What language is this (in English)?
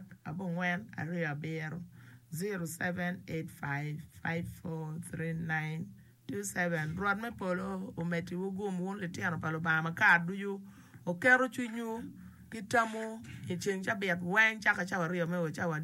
Acoli